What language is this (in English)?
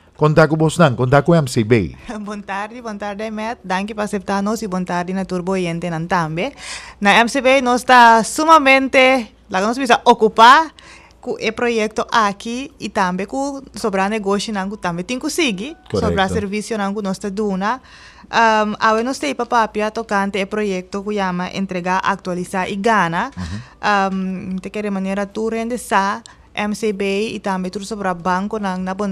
Papiamento